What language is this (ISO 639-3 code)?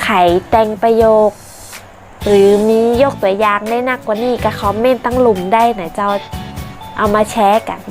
nod